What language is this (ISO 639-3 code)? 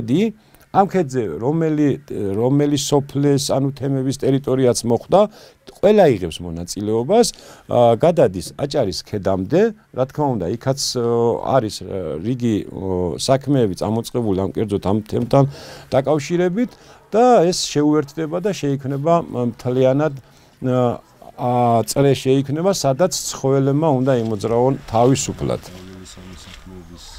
kat